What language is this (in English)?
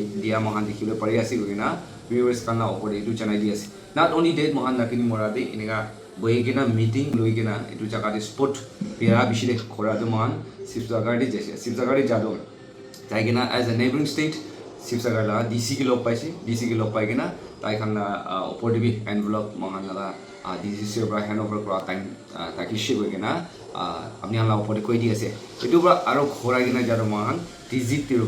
Naga Pidgin